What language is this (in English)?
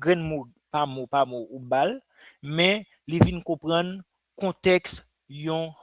Haitian Creole